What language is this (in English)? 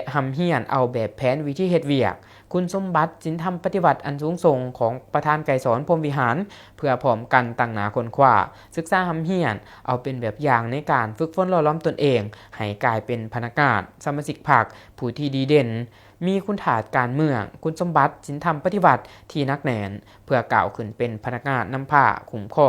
Lao